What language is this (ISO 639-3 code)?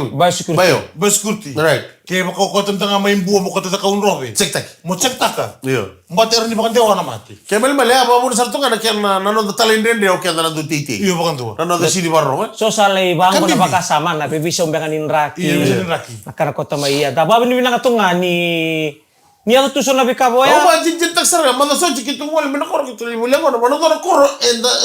fij